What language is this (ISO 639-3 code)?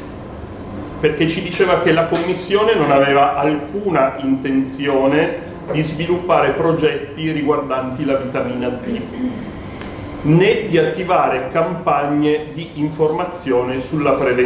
ita